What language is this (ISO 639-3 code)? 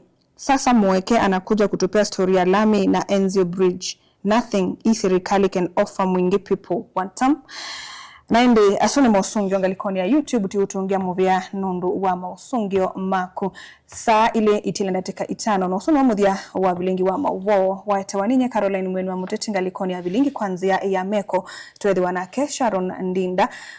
kam